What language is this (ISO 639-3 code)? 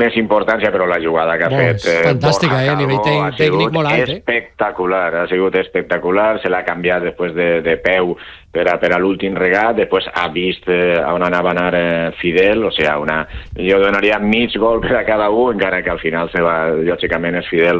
cat